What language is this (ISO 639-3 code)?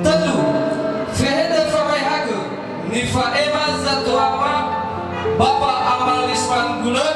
nia